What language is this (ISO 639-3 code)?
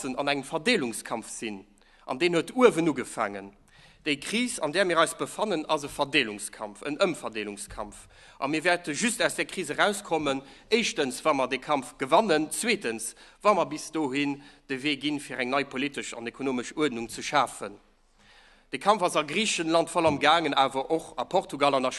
ltz